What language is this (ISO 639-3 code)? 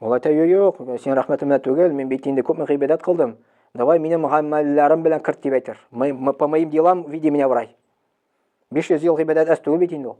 tat